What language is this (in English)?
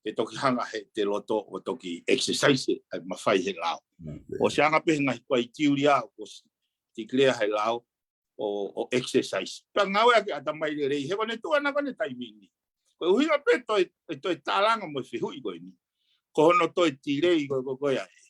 Tongan